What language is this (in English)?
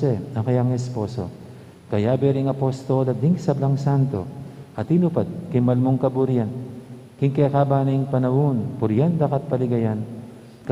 Pampanga